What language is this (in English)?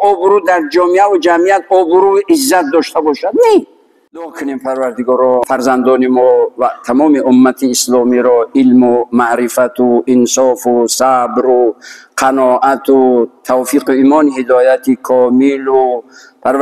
Tajik